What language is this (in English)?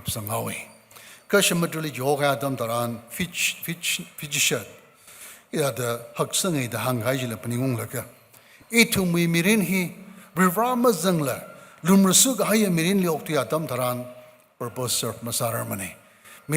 Tangkhul Naga (India)